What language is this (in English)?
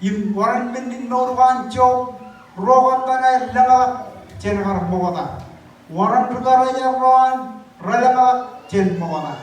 Marshallese